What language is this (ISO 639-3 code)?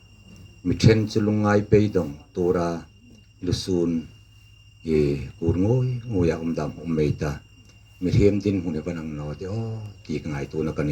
hmr